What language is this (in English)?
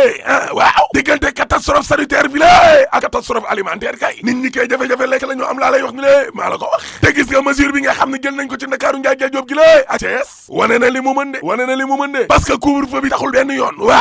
Wolof